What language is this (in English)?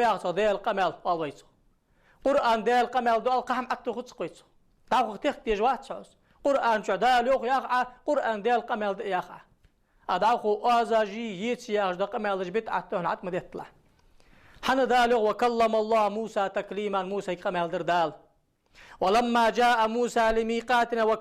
Ingush